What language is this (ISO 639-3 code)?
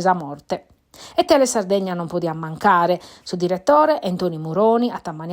srd